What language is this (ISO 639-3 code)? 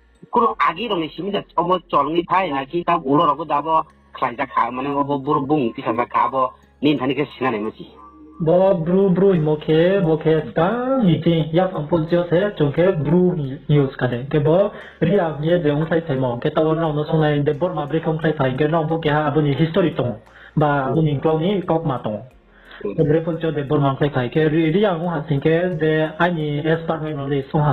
ria